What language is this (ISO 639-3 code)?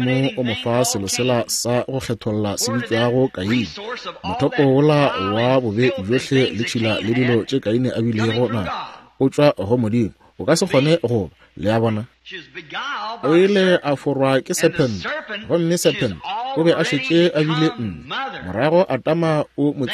nso